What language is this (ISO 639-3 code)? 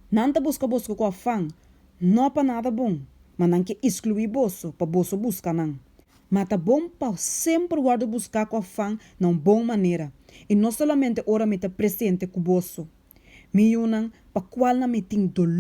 pap